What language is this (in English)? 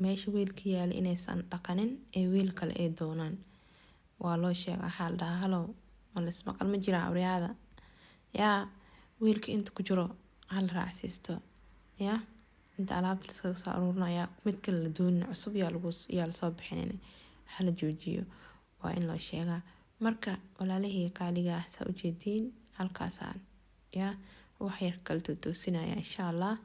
Somali